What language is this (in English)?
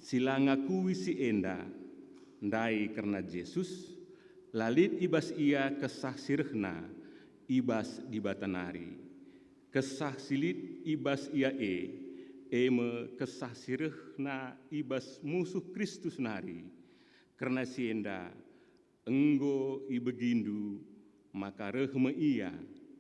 Batak Karo